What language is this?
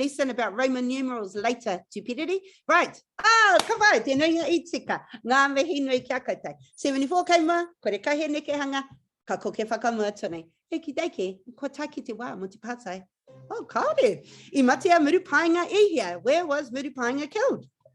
Māori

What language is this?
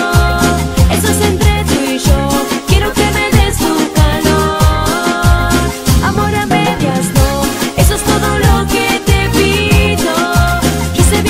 Spanish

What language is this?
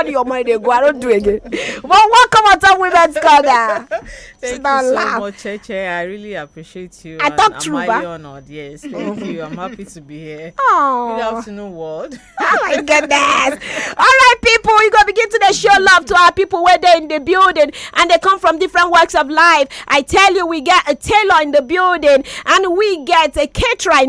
Nigerian Pidgin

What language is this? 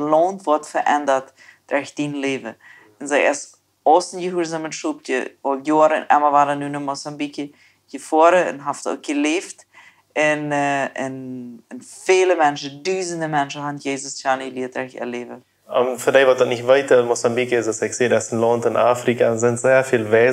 Plautdietsch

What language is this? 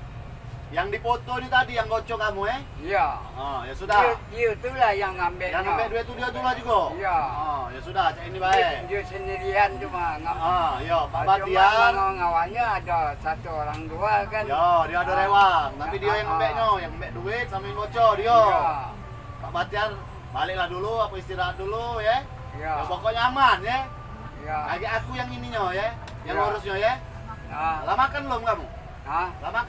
Musi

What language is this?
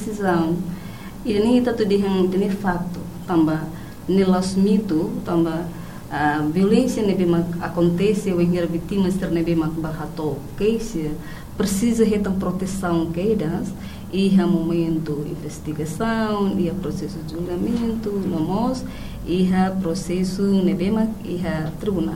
Tetum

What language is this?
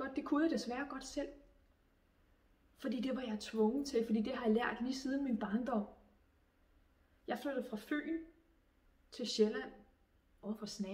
Danish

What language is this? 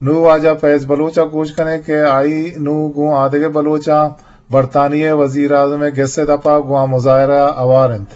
Eastern Balochi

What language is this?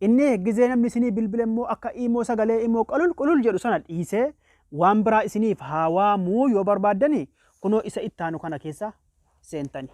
Oromo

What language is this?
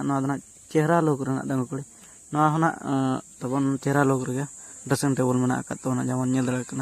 Santali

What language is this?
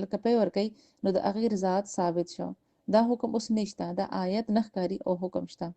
Pashto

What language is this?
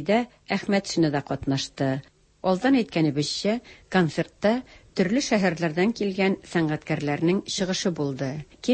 Tatar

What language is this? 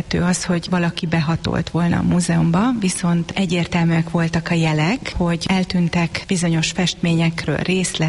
Hungarian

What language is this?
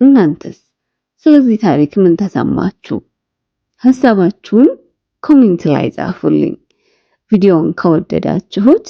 Amharic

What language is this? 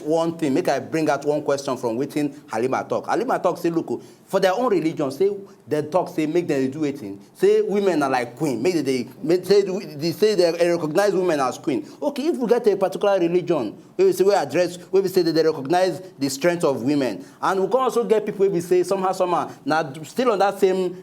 Nigerian Pidgin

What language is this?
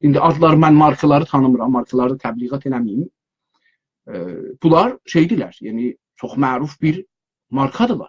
South Azerbaijani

